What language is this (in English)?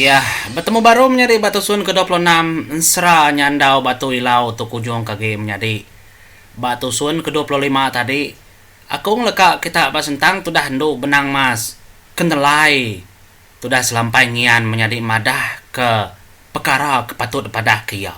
Iban